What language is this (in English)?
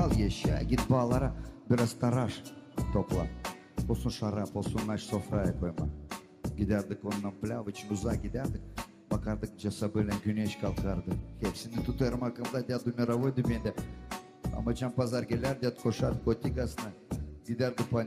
Gagauz